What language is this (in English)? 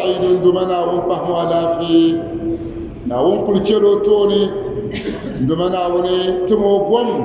Dagbani